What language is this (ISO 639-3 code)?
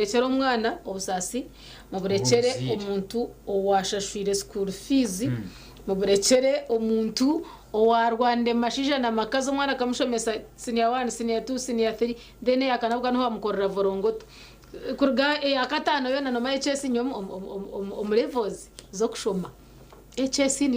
nyn